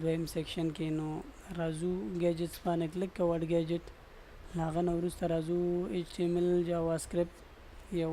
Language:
Pashto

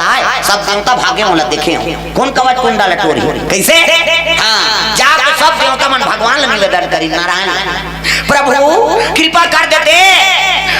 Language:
Chhattisgarhi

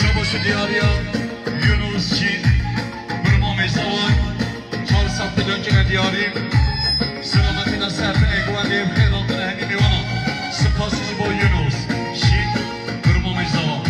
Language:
Kurdish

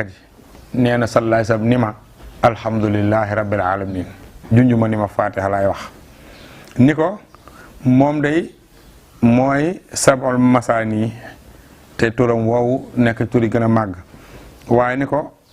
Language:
Wolof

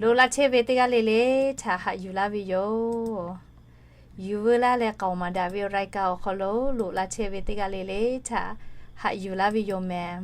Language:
Lahu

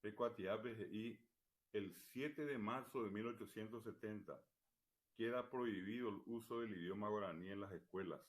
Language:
Guarani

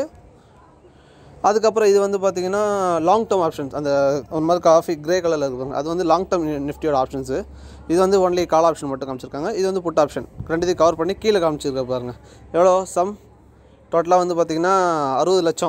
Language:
Tamil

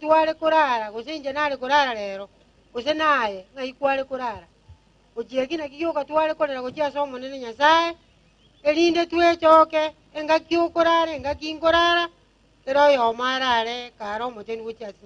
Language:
Gusii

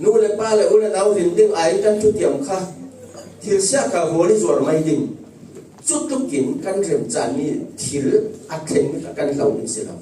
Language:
Falam Chin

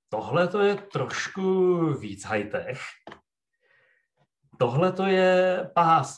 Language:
Czech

